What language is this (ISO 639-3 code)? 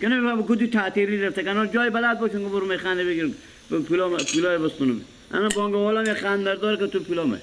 fas